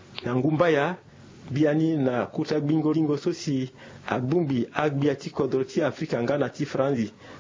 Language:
Sango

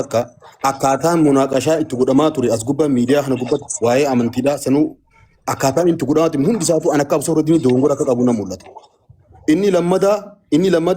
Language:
Oromo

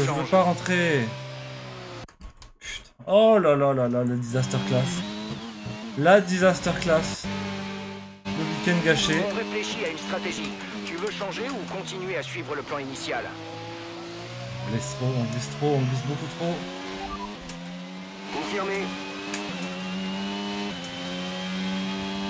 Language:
French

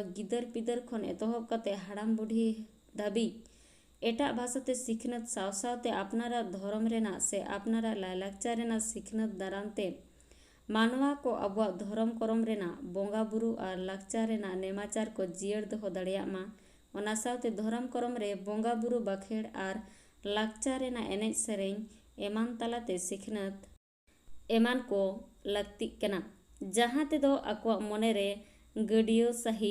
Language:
Santali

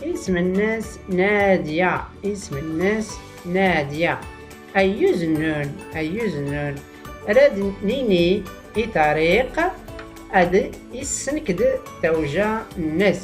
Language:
Tachelhit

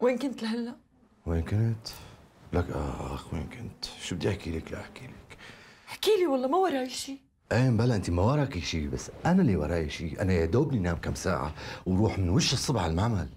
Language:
North Levantine Arabic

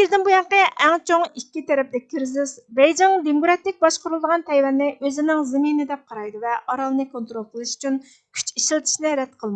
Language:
Uyghur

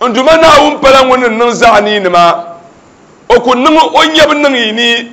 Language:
Dagbani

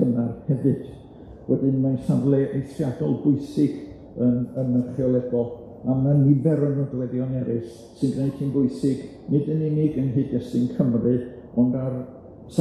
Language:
Welsh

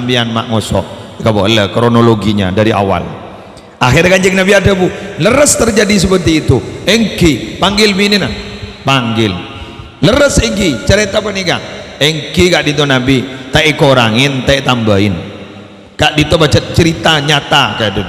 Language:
Madurese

